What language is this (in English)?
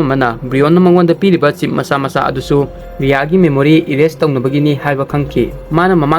Manipuri